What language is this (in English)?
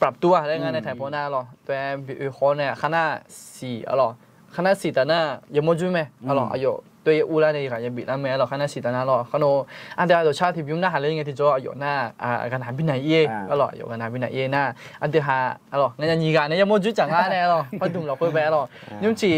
Akha